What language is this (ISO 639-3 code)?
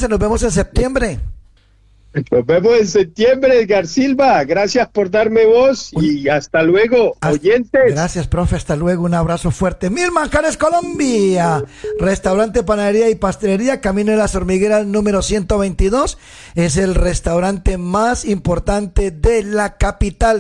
spa